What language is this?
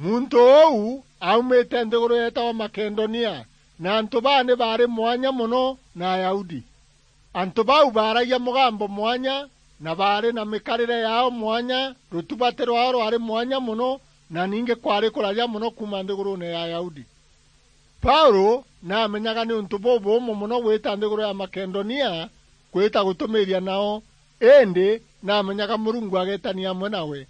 Meru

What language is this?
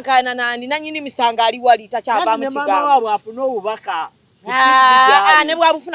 Ganda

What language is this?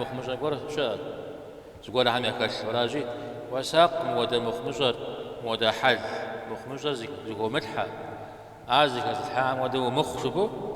Kabardian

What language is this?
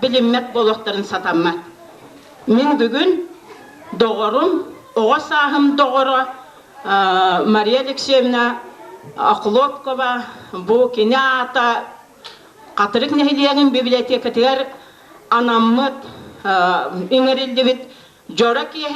Yakut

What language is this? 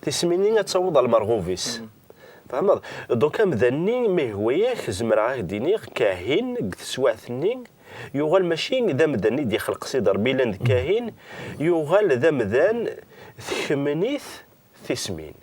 Kabyle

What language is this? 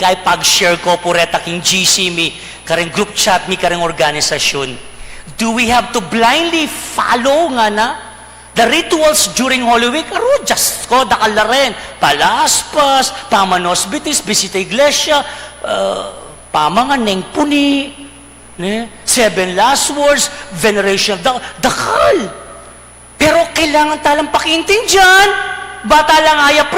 Pampanga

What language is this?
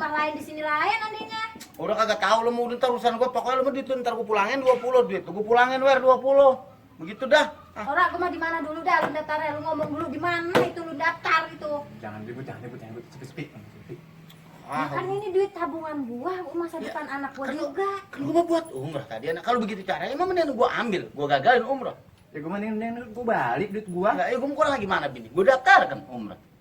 Betawi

